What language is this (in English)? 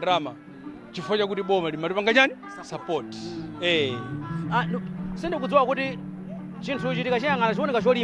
Nyanja